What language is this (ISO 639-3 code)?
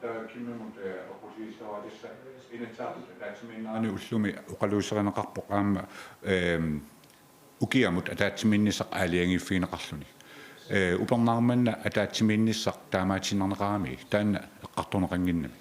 kal